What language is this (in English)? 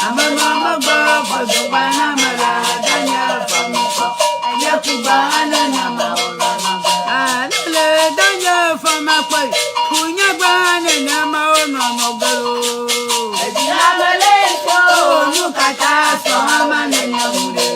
Ewe